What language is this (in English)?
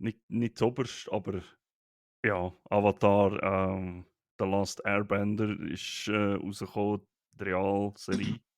Swiss German